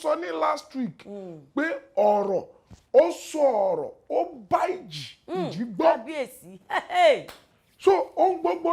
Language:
Yoruba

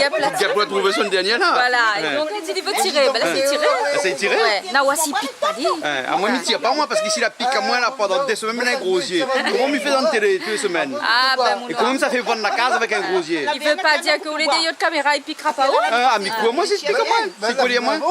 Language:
Réunion Creole French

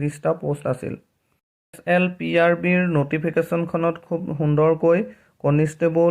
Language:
Assamese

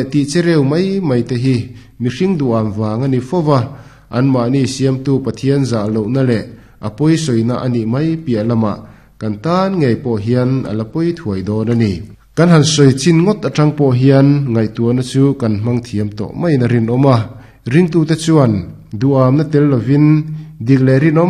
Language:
Mizo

